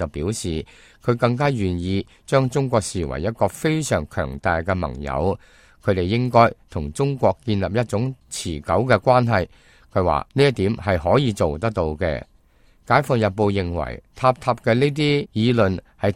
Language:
Cantonese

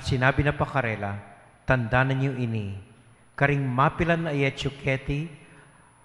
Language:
Pampanga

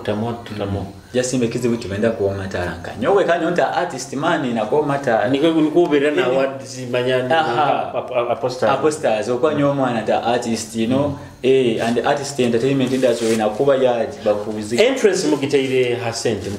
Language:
Nyoro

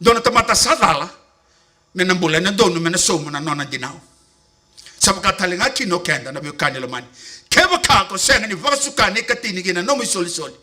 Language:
Fijian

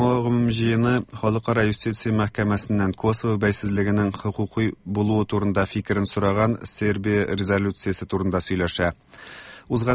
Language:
Tatar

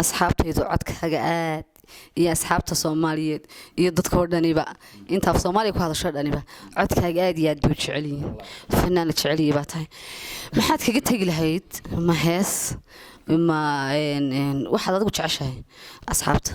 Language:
Somali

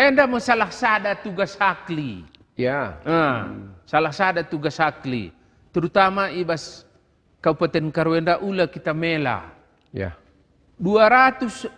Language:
Batak Karo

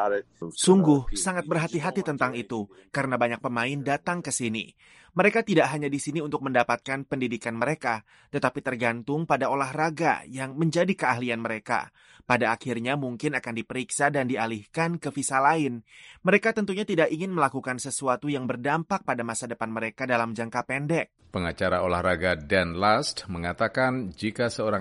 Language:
Indonesian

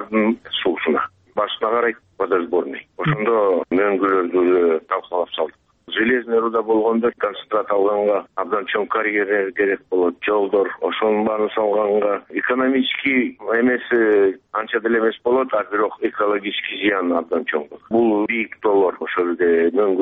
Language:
Kyrgyz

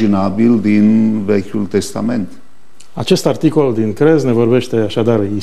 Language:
Romanian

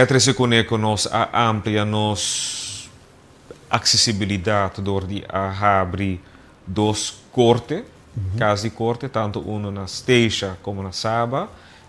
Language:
Papiamento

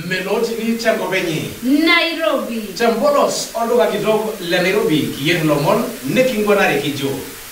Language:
Masai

